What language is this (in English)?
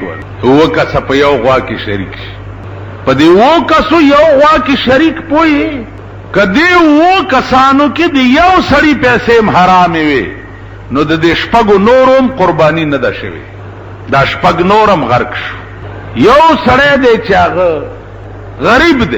Pashto